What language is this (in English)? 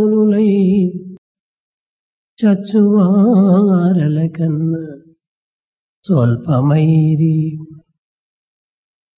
Telugu